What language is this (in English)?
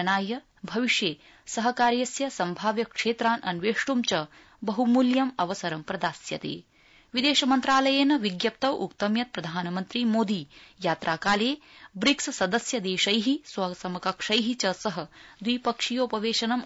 Sanskrit